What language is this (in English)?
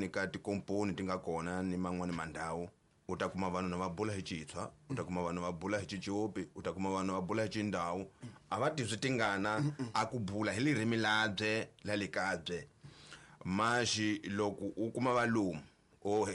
Tsonga